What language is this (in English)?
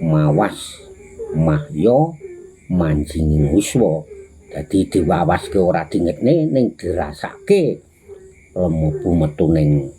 Javanese